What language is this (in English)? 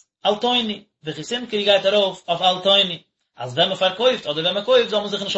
Yiddish